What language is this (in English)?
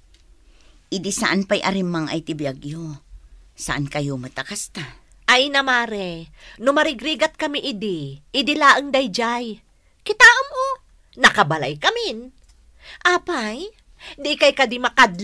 Iloko